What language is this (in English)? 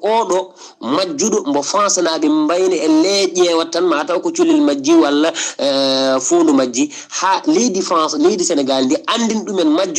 Fula